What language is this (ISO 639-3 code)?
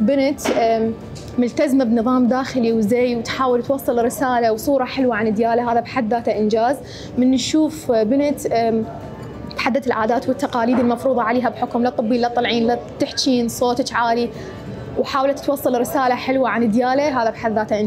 acm